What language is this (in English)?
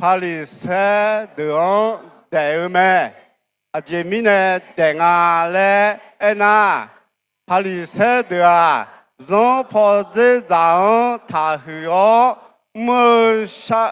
Akha